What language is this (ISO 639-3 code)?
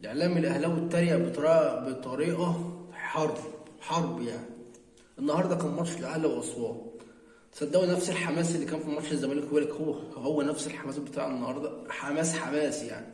arz